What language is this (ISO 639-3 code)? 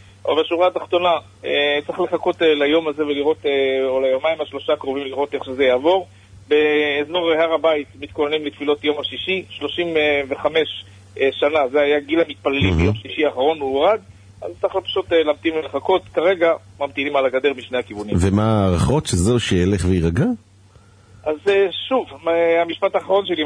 heb